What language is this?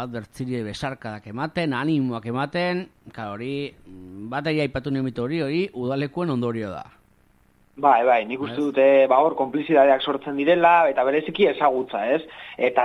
Basque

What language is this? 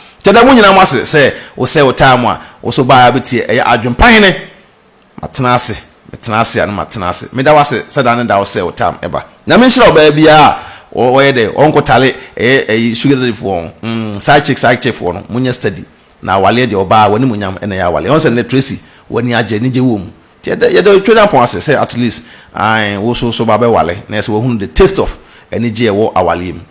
Akan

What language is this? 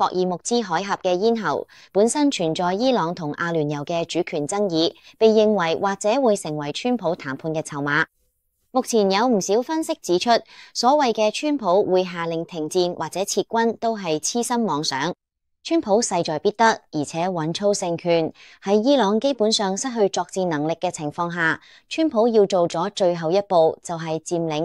Cantonese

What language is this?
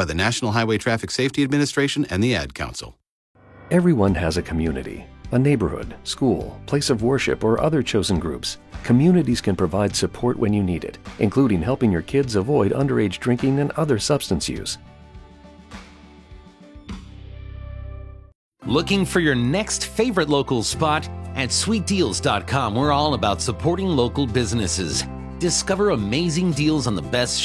English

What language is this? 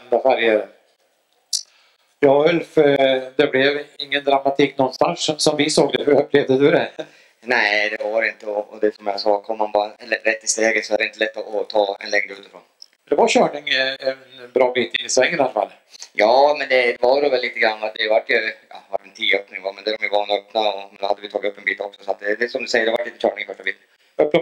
Swedish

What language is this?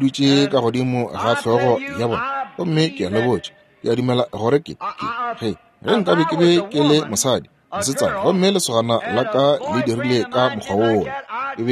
Northern Sotho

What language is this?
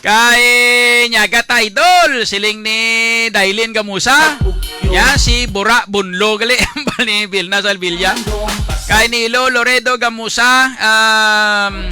Hiligaynon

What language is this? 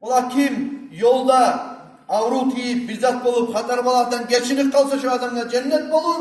Kumyk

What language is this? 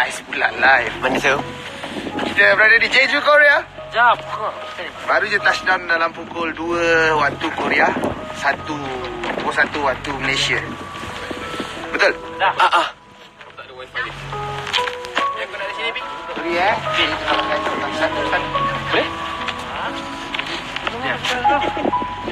Malay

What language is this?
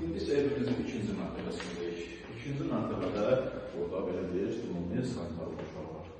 Azerbaijani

